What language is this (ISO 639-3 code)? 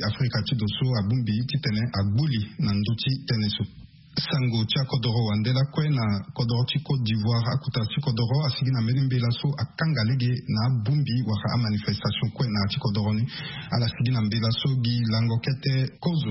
sag